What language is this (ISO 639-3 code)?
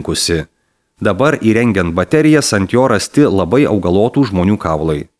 lit